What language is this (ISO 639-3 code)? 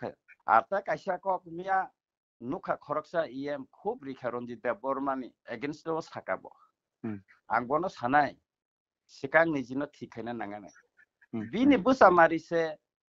trp